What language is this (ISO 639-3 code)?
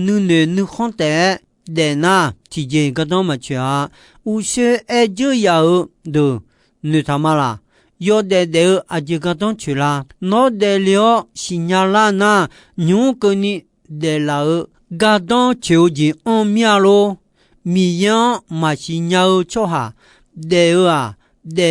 ahk